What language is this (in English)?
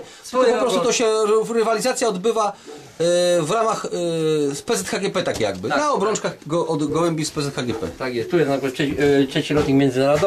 Polish